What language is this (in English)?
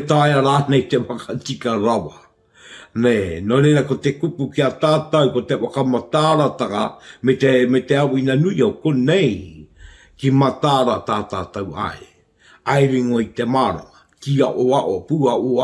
Māori